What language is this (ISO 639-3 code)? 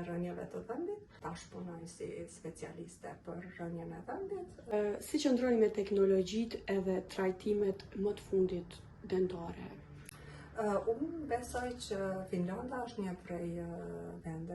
sqi